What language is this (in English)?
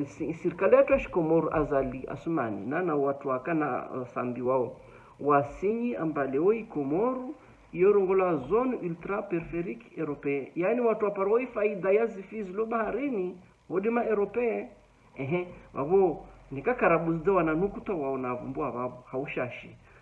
Ngazidja Comorian